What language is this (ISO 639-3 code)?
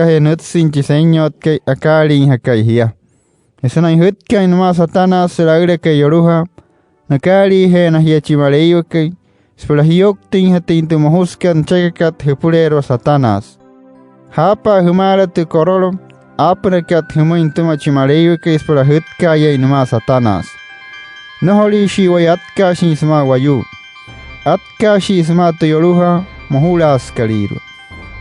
guc